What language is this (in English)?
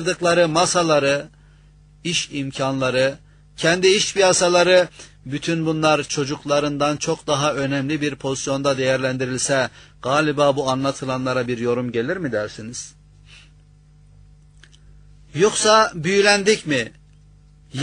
Turkish